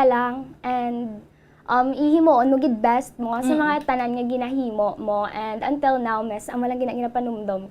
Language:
Hiligaynon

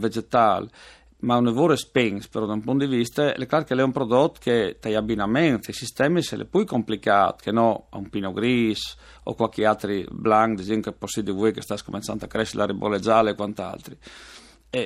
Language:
Friulian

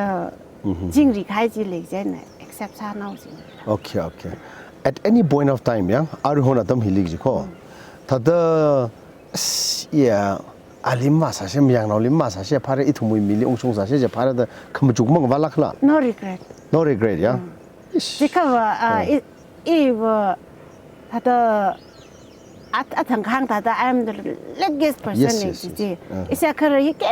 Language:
Tangkhul Naga (India)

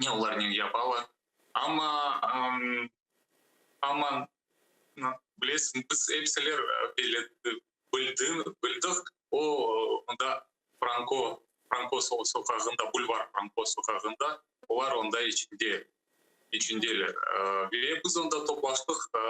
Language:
Crimean Tatar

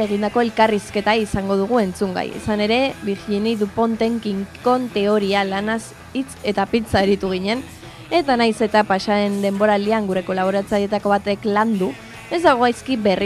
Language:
Basque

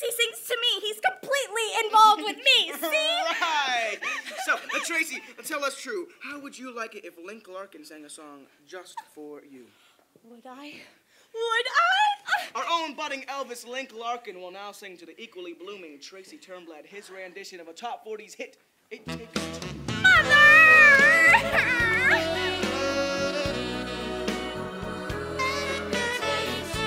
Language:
English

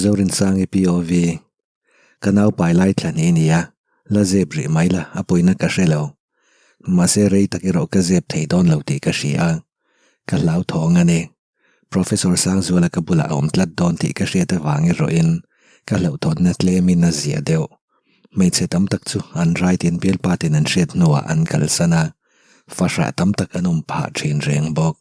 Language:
Mizo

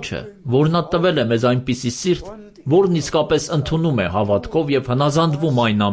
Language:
Armenian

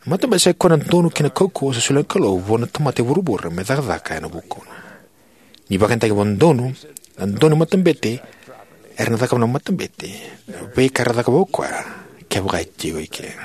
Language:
Fijian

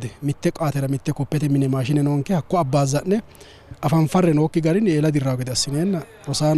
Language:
Sidamo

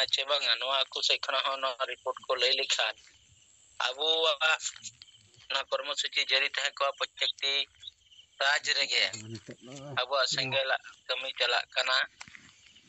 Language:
Santali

